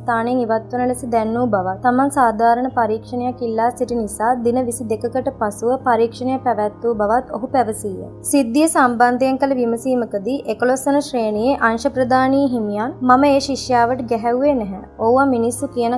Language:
Sinhala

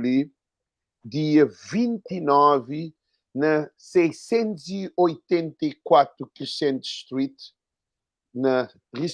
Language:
Kabuverdianu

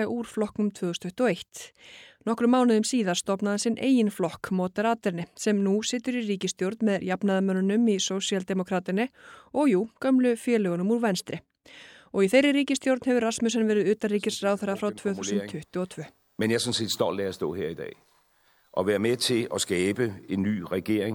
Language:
Icelandic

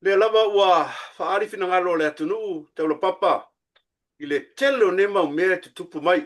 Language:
Samoan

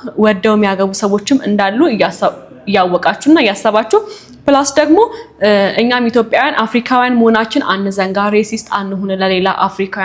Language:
Amharic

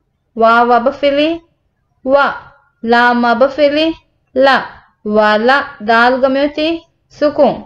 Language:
Divehi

